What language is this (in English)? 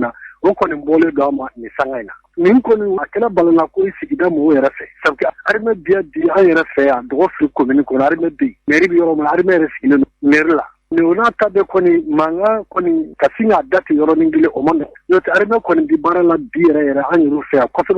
Bambara